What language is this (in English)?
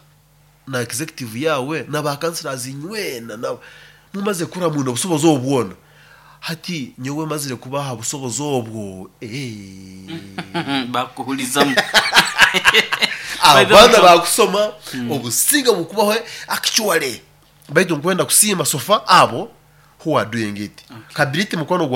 Nyoro